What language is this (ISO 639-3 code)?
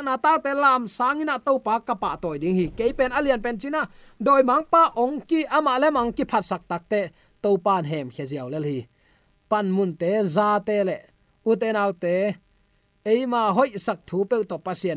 ctd